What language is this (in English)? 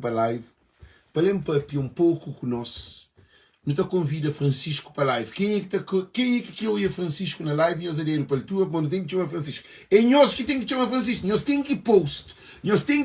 Kabuverdianu